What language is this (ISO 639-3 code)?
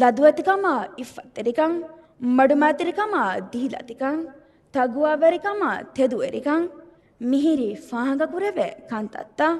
div